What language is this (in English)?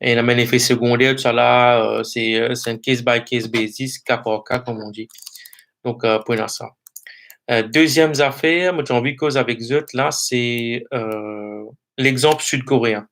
Morisyen